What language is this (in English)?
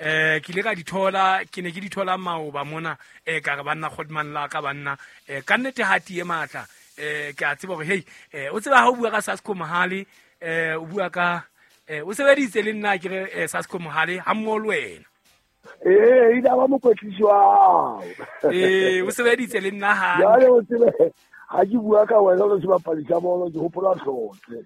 Southern Sotho